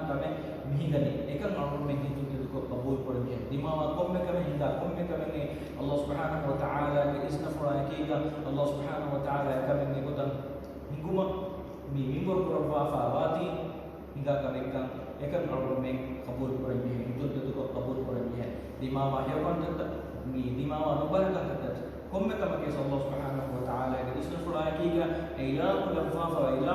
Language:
Divehi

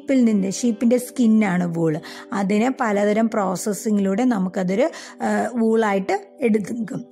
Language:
Malayalam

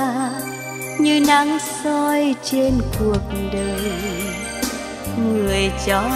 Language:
Vietnamese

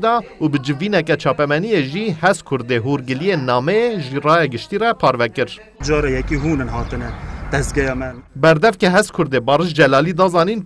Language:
Kurdish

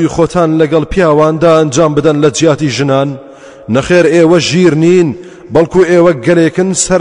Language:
Central Kurdish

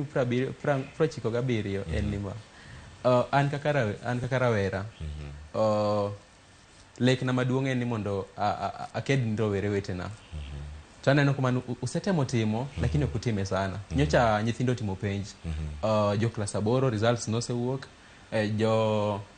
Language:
Luo (Kenya and Tanzania)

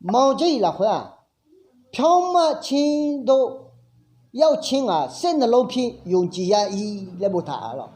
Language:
Akha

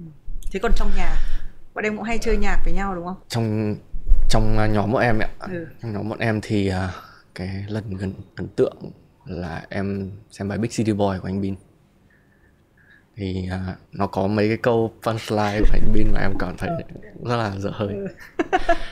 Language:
Vietnamese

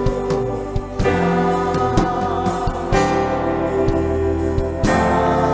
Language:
Kinyarwanda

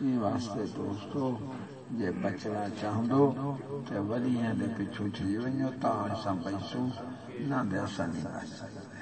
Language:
Saraiki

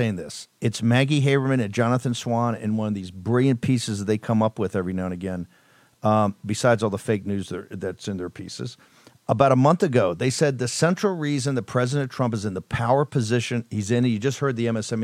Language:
English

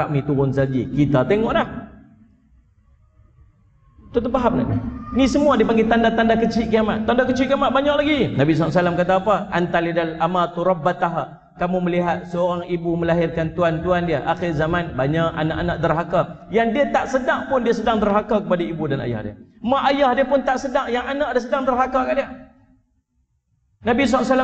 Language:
Malay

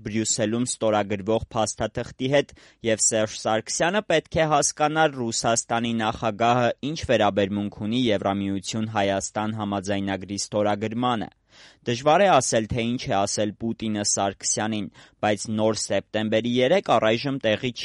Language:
Armenian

